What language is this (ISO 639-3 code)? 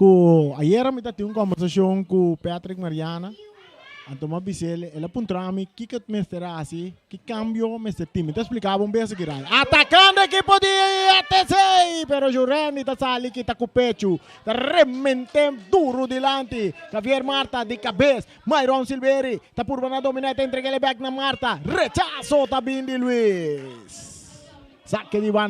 pap